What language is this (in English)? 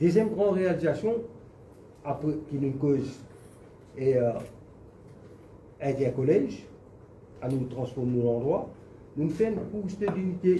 Morisyen